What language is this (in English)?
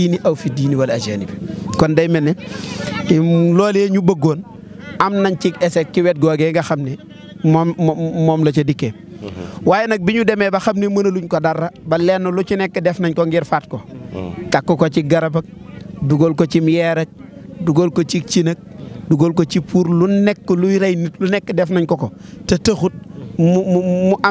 Wolof